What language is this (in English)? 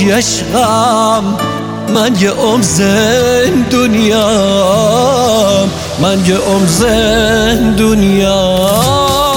Persian